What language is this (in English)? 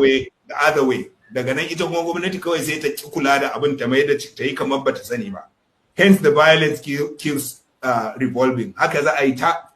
Hausa